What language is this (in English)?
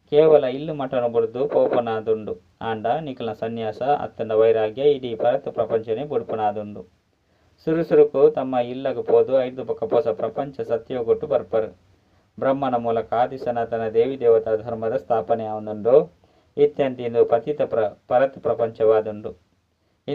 Tulu